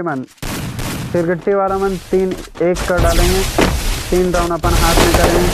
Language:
Chhattisgarhi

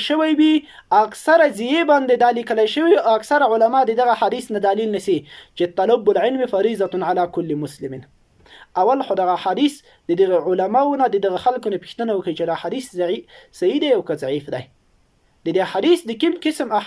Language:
Pashto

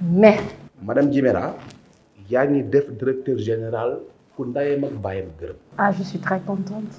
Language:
Wolof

